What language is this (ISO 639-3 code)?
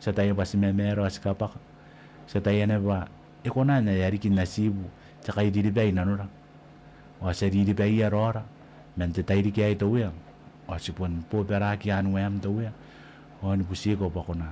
gil